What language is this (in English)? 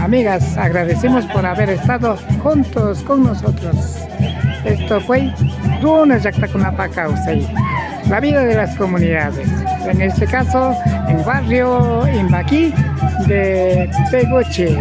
Imbabura Highland Quichua